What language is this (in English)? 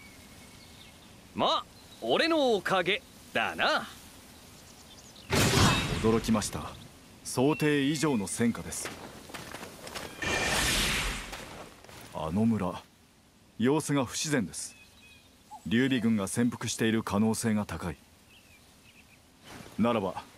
Japanese